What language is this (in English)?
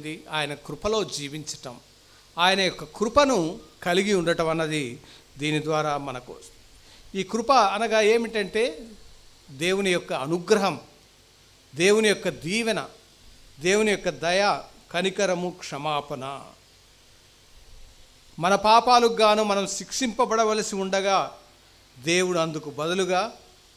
Telugu